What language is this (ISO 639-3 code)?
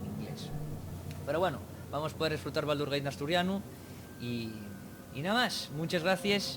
ast